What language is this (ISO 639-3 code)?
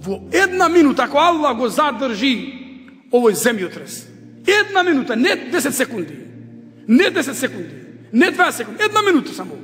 mkd